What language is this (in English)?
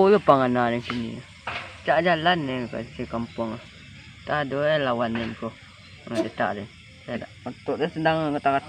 Minangkabau